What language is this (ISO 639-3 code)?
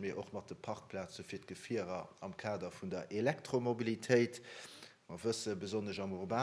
ltz